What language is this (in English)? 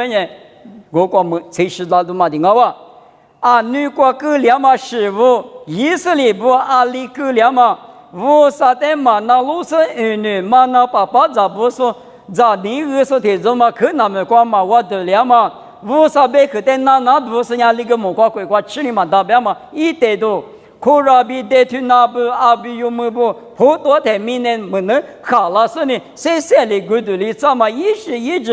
Lisu